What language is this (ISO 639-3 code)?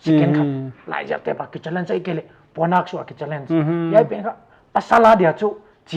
pck